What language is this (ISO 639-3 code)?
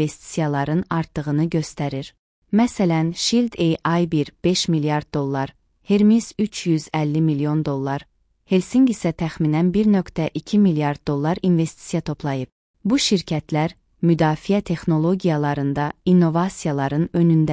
aze